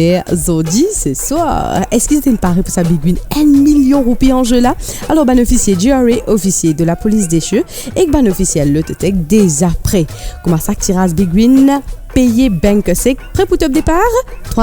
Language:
Morisyen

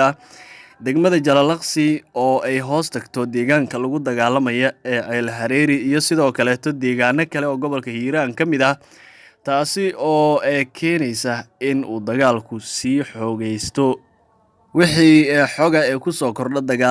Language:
Somali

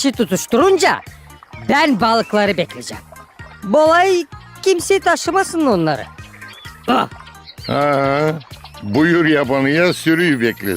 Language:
Gagauz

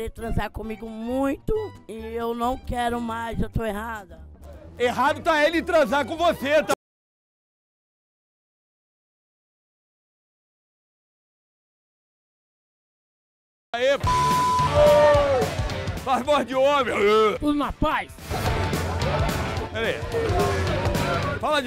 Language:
Portuguese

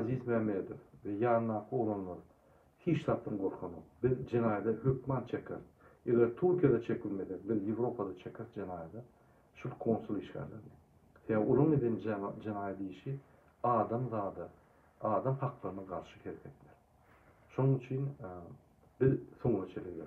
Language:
Turkmen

